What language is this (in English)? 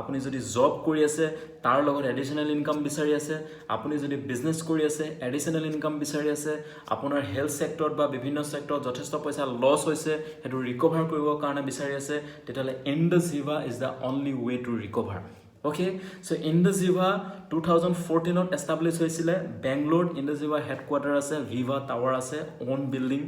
Assamese